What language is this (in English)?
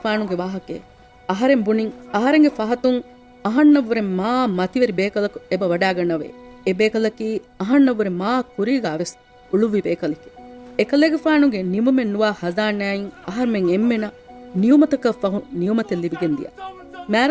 Divehi